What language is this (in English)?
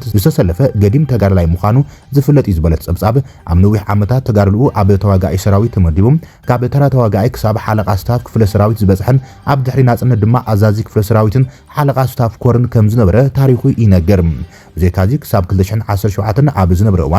Tigrinya